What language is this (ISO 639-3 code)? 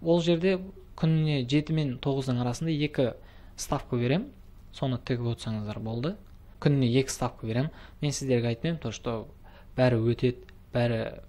kaz